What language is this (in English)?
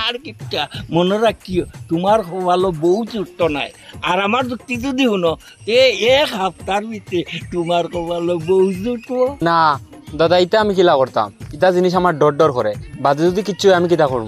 Sylheti